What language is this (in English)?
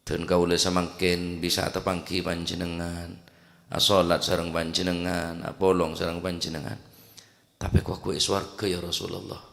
Madurese